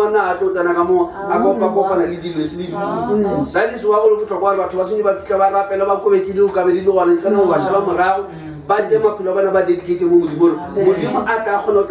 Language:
Northern Sotho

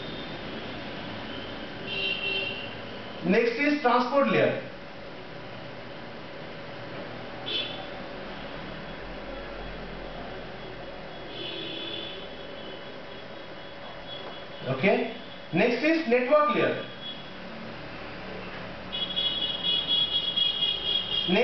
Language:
Bangla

